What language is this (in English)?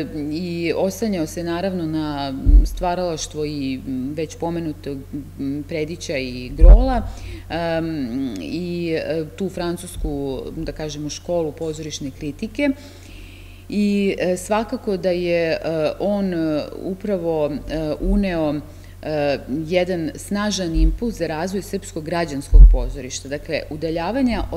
Serbian